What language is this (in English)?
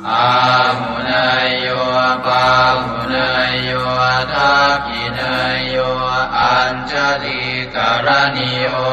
Pali